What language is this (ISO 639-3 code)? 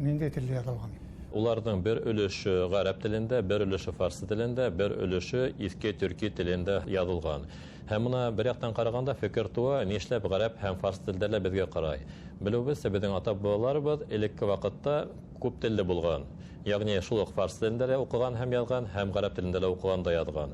bak